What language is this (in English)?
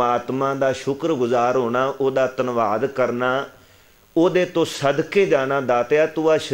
Punjabi